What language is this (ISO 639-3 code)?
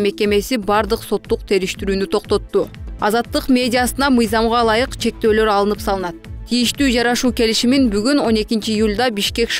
kir